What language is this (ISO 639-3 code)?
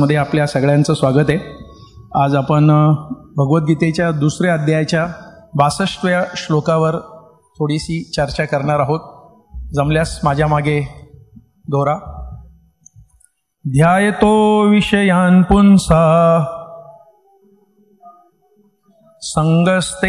mar